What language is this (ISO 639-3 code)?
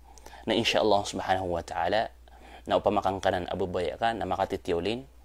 mrw